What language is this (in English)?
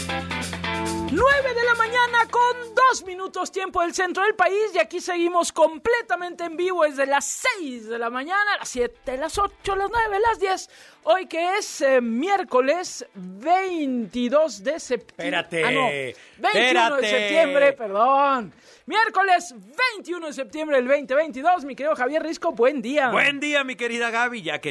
Spanish